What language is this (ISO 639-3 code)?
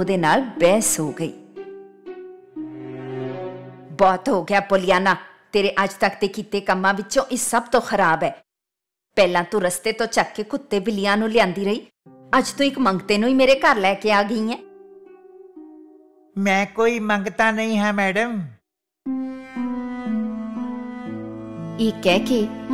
pan